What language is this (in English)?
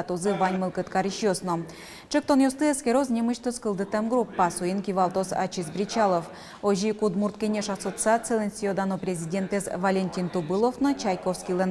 Udmurt